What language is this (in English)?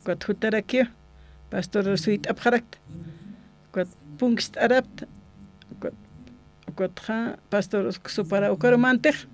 Aymara